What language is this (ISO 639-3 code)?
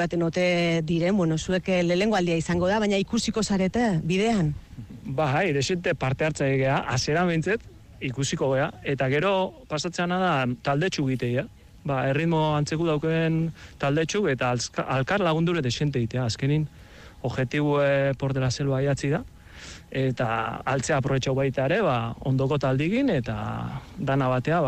eus